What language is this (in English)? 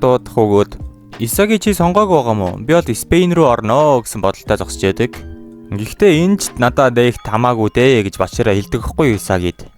Mongolian